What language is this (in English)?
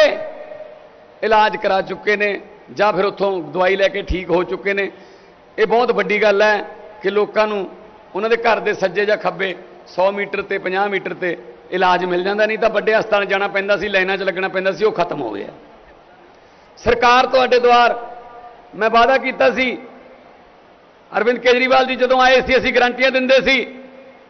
Punjabi